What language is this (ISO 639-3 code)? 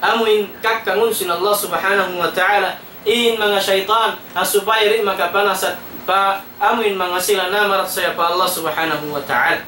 tsg